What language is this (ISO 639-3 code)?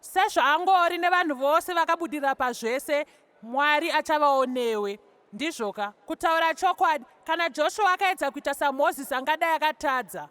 sna